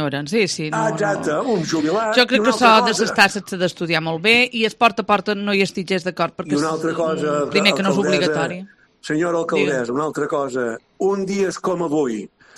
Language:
Catalan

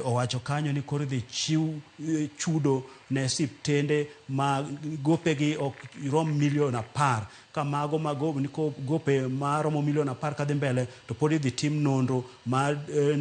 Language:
Luo (Kenya and Tanzania)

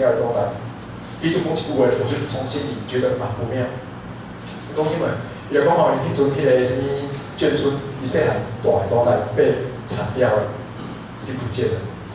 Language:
Min Nan Chinese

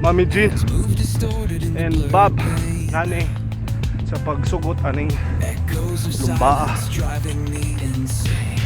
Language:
Cebuano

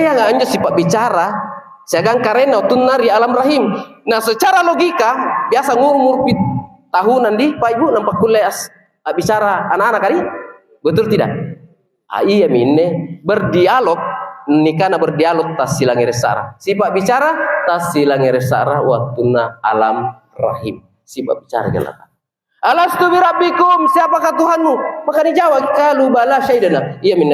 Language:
Makasar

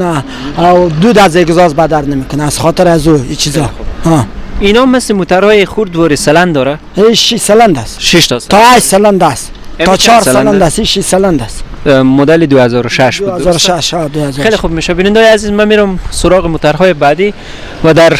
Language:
Persian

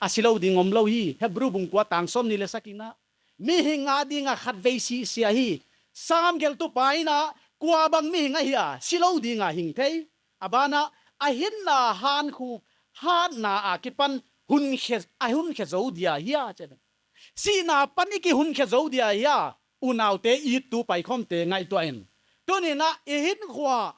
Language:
Paite Chin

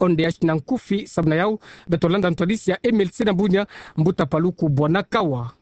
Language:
Kituba (Democratic Republic of Congo)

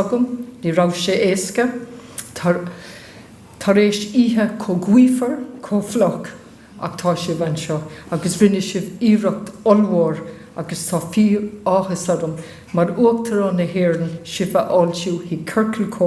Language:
Irish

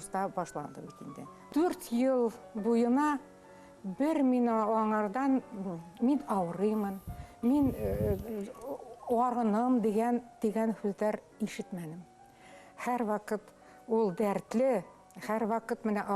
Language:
Bashkir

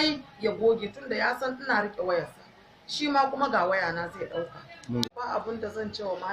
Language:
Hausa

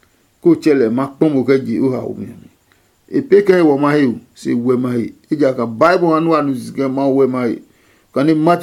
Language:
Adangme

